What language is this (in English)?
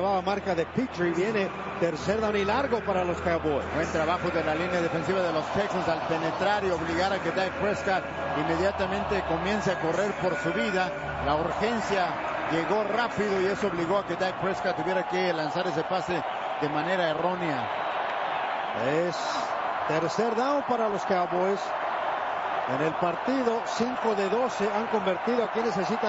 Spanish